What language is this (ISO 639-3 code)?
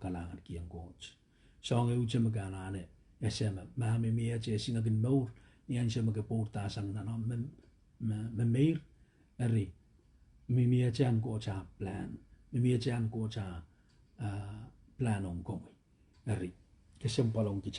pon